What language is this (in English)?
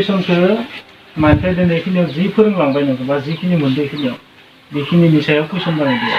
Bodo